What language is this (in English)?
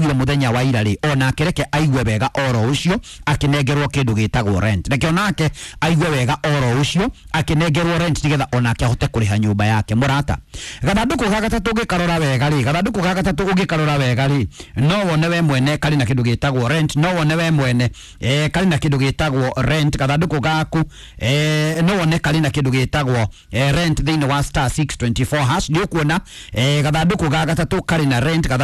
Kikuyu